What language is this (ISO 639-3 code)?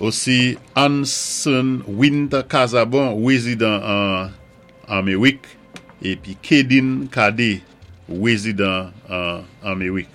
acf